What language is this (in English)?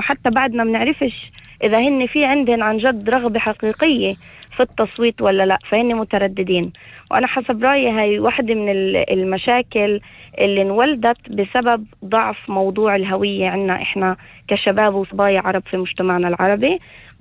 North Levantine Arabic